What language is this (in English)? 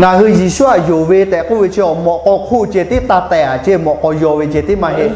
Lahu